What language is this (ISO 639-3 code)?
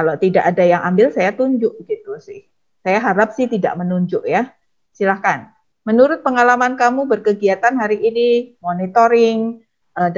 ind